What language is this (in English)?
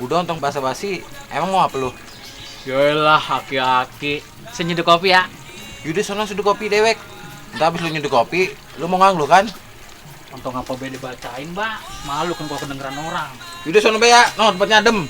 Betawi